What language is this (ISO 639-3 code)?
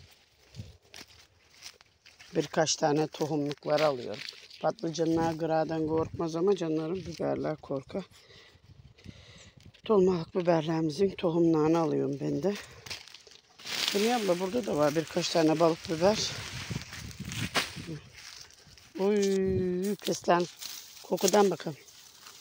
tur